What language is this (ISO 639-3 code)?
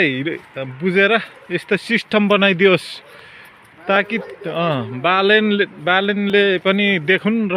nep